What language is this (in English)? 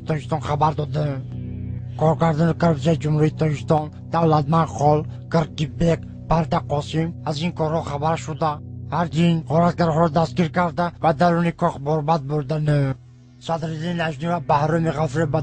Tajik